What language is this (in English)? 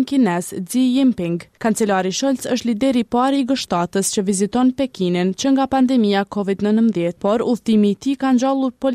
Albanian